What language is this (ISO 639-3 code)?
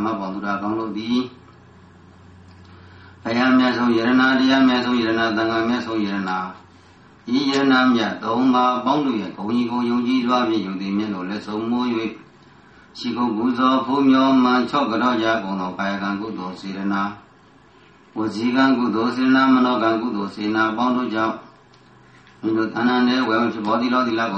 mya